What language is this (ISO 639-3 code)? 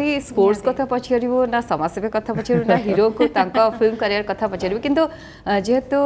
ori